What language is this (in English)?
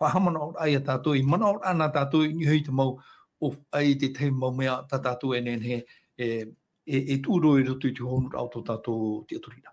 Tahitian